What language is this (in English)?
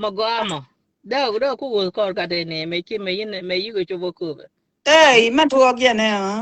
Nuer